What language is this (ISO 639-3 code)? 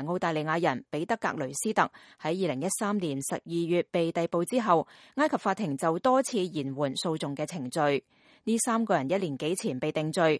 yue